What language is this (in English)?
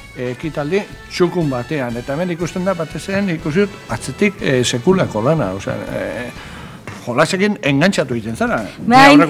Basque